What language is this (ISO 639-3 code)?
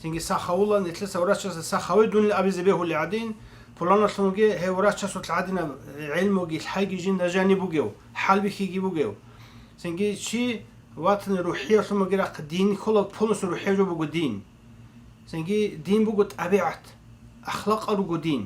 ava